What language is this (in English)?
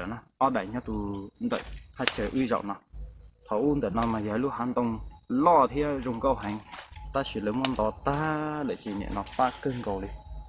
Hmong